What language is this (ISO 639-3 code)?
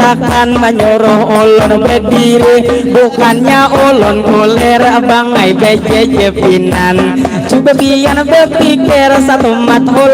bjn